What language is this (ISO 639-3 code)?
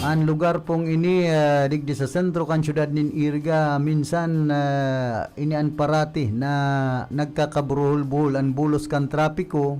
bik